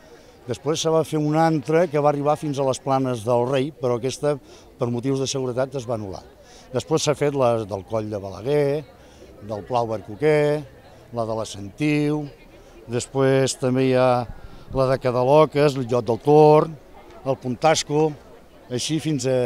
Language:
Catalan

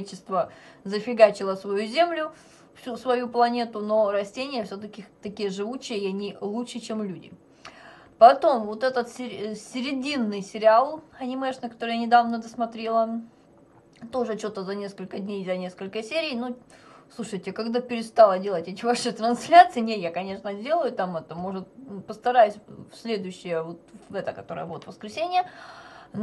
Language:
Russian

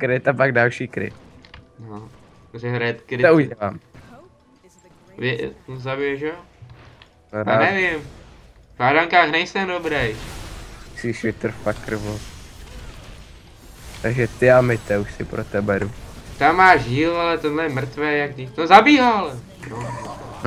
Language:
Czech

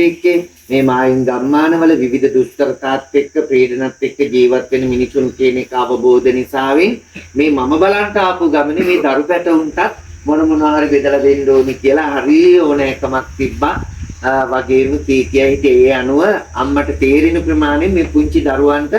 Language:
Sinhala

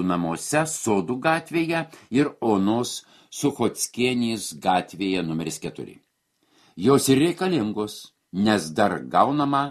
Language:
Lithuanian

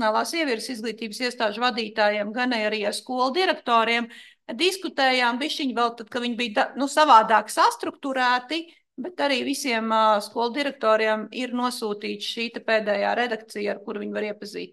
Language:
Latvian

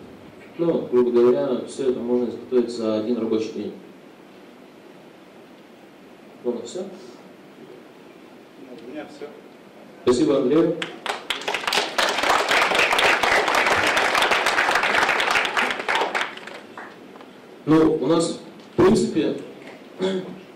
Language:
Russian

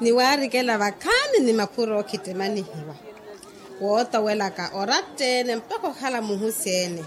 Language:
Makhuwa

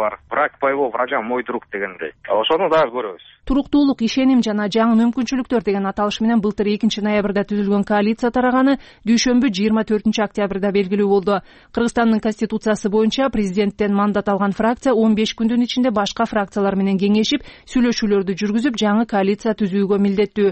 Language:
Kyrgyz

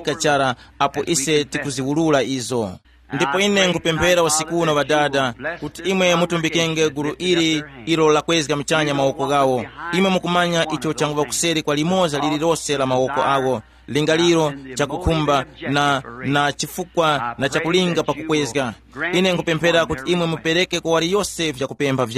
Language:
Tumbuka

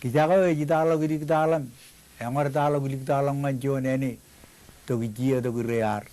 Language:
Marshallese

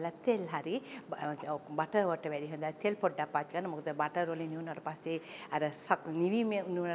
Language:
Sinhala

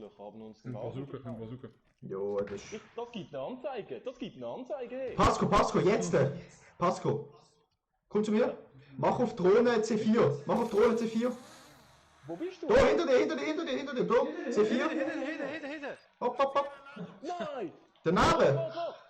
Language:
Swiss German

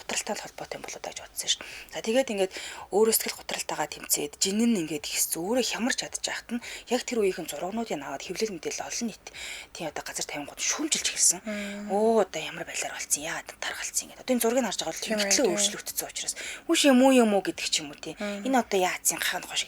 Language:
Mongolian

